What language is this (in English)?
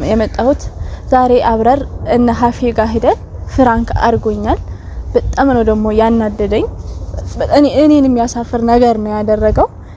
Amharic